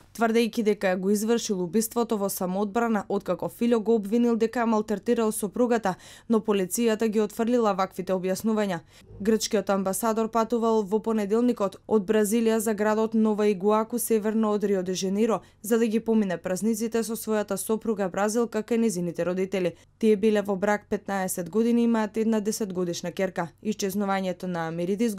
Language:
Macedonian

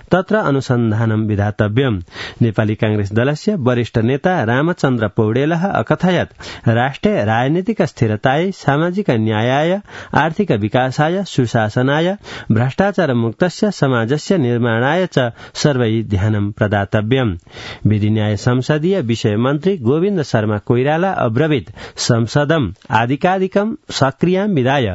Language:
Sanskrit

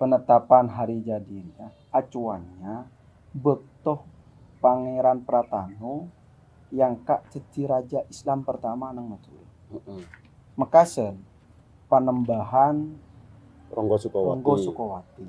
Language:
Madurese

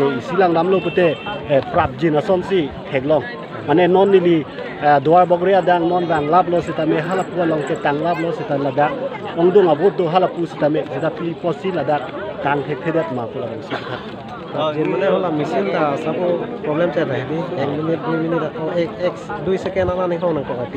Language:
Karbi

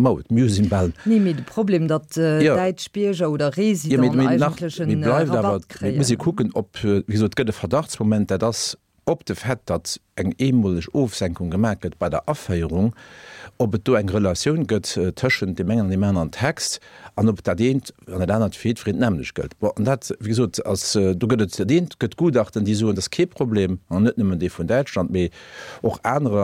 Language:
Luxembourgish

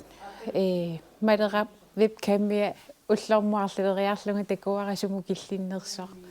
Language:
Kalaallisut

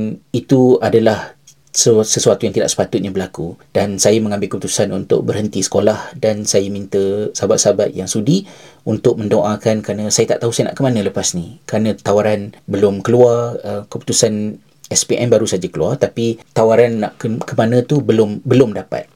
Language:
Malay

